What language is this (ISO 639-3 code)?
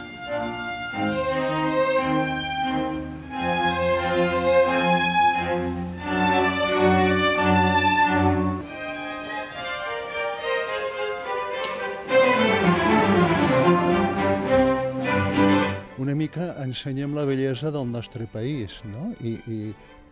cat